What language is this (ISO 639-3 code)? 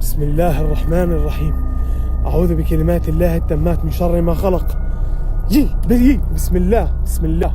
tcz